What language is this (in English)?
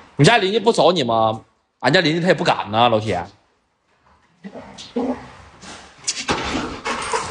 Chinese